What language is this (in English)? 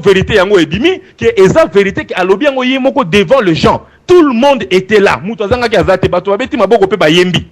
Lingala